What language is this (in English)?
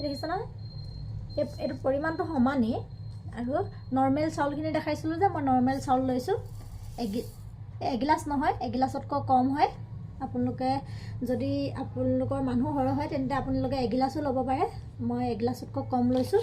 Assamese